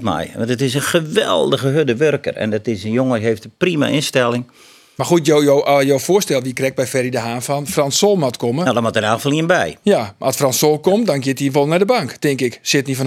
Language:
Western Frisian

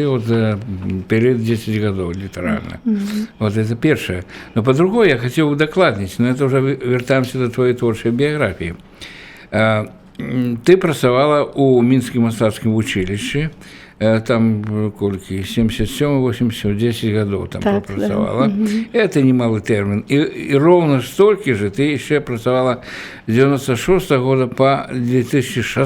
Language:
Belarusian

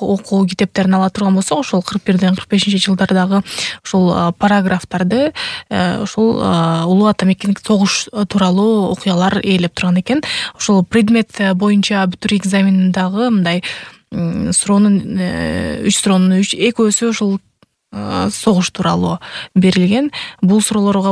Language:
Kyrgyz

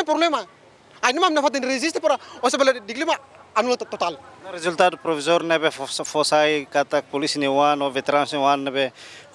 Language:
Tetum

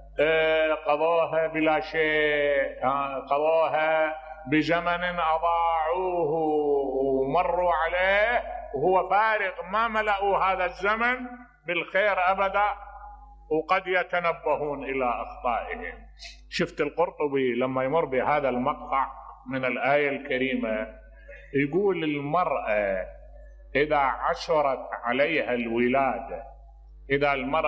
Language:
Mesopotamian Arabic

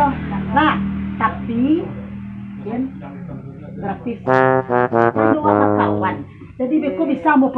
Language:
Minangkabau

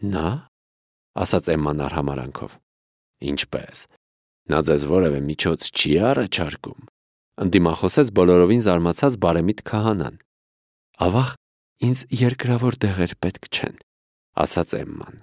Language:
Armenian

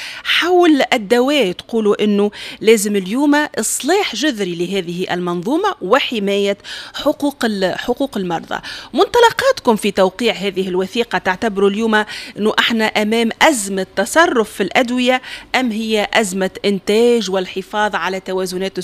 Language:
Tunisian Arabic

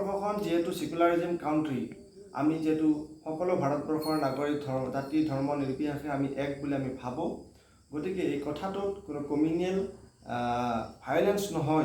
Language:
Assamese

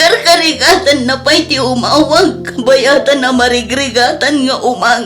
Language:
Iloko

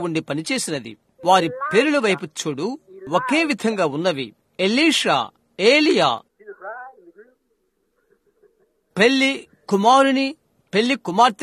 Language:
Telugu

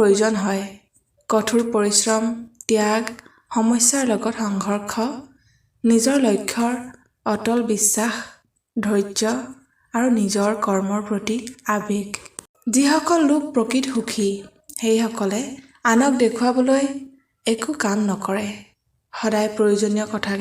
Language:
Assamese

